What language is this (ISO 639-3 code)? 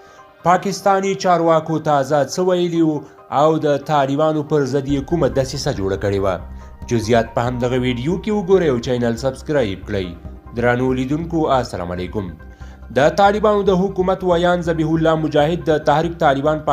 pus